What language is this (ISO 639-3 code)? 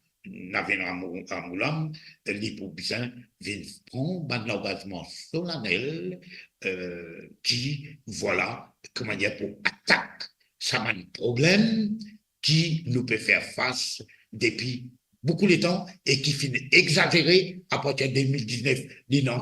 mfe